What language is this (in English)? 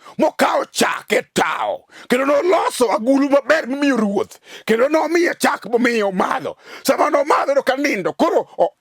Luo (Kenya and Tanzania)